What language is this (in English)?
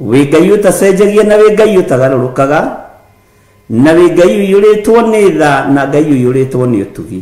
Kikuyu